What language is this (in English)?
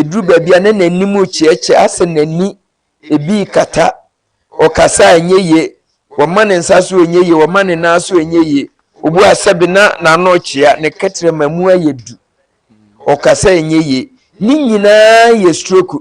Akan